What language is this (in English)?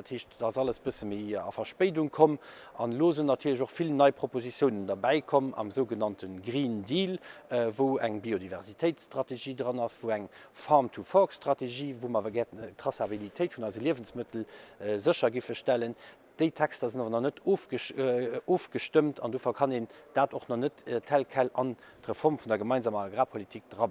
Luxembourgish